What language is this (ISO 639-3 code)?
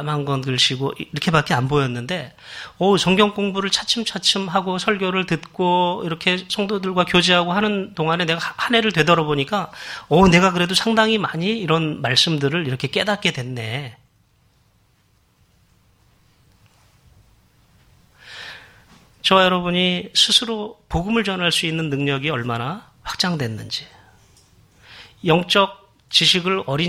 kor